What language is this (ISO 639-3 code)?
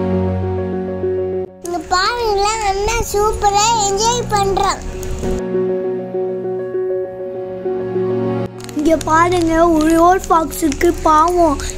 tam